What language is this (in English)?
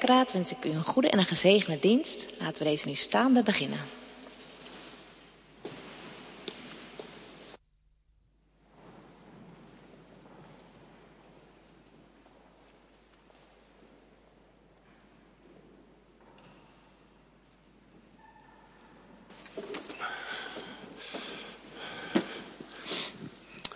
Dutch